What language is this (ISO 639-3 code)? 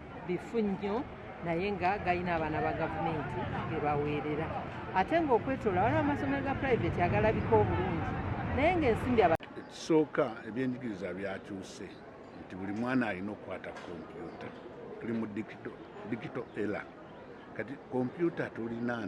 lug